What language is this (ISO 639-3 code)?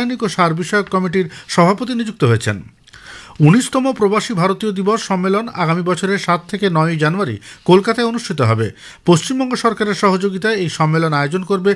ben